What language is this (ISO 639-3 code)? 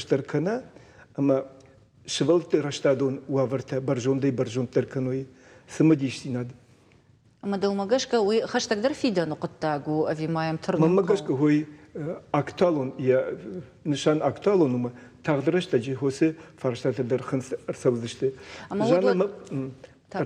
oss